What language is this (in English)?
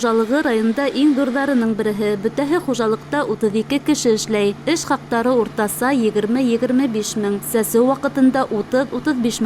Bashkir